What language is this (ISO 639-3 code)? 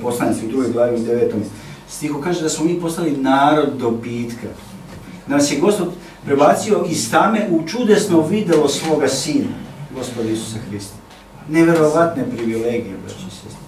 srp